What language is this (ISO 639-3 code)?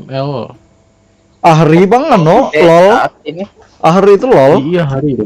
bjn